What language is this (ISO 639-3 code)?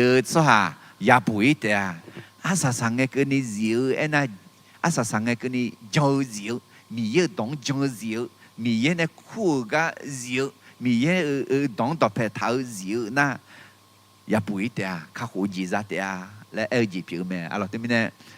ahk